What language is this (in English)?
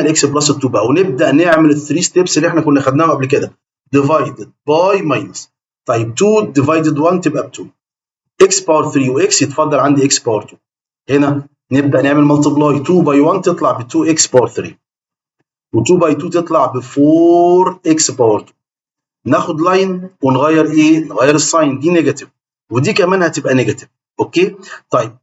Egyptian Arabic